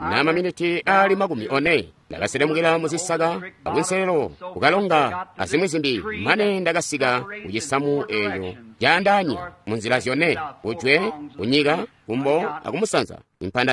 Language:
Tonga (Zambia)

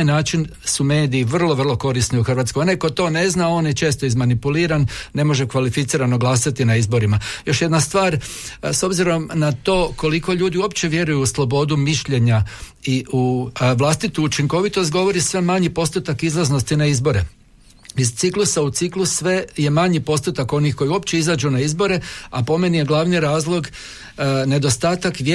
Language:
Croatian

